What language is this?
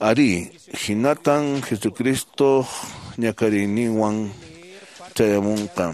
Quechua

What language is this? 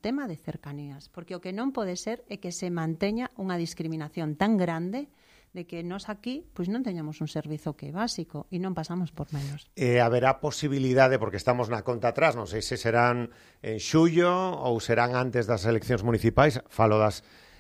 Galician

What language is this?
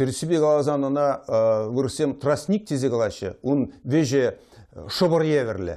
Chuvash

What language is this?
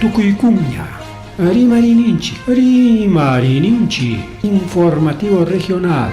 Ayacucho Quechua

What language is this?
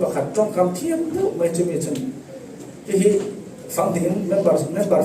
Falam Chin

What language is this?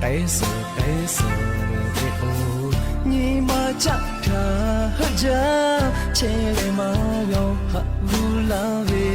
Lahu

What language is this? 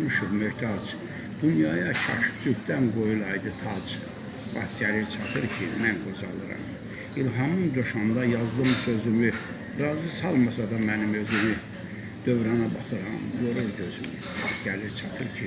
Azerbaijani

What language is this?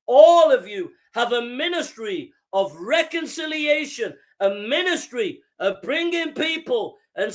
English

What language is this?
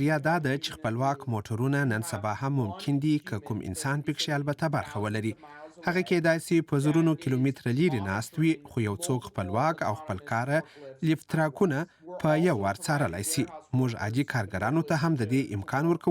Pashto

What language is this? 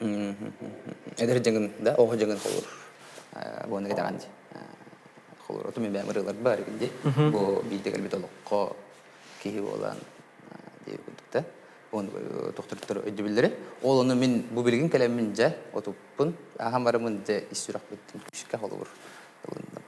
Yakut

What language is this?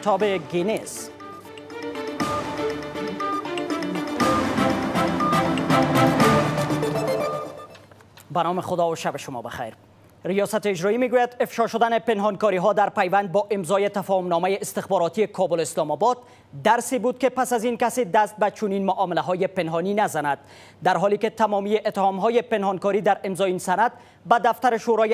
Persian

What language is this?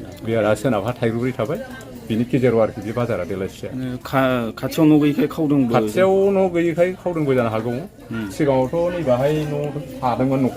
Bodo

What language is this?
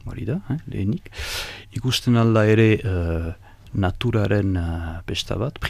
Basque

